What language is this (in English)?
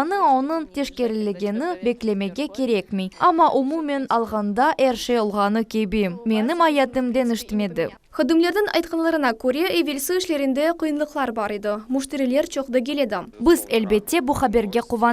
Crimean Tatar